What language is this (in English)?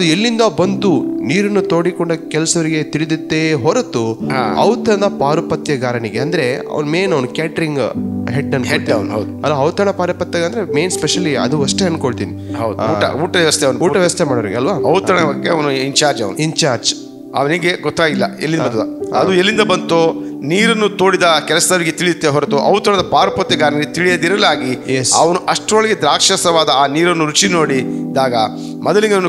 Kannada